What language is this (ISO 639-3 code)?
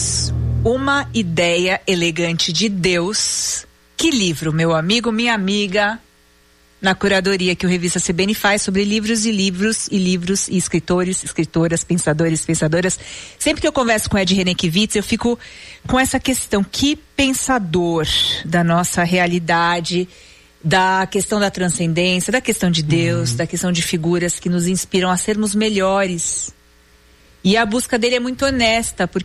por